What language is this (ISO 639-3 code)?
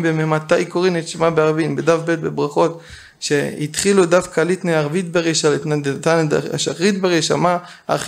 heb